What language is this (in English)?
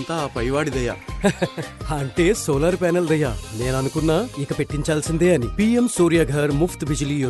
Telugu